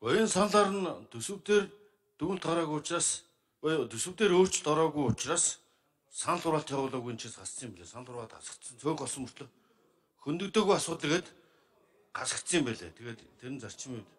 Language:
Mongolian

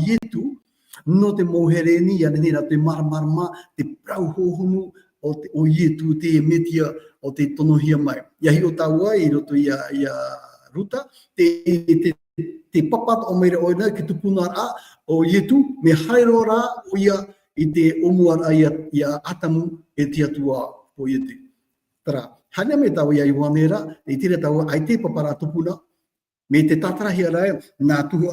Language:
Tahitian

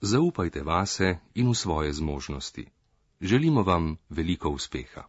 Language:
Slovenian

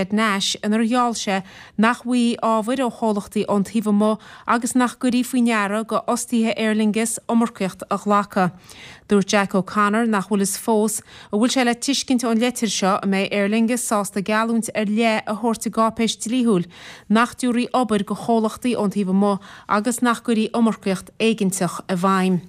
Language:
Irish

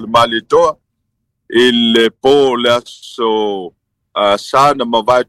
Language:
Samoan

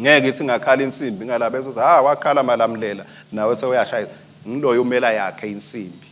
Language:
Swati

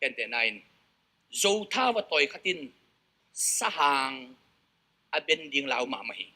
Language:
Tedim Chin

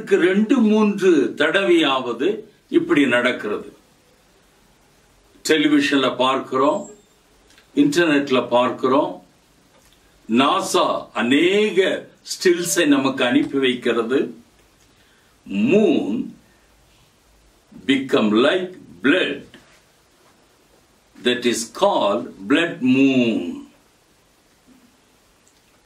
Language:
Tamil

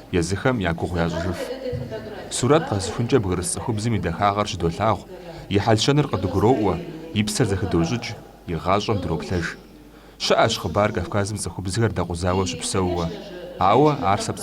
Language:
Kabardian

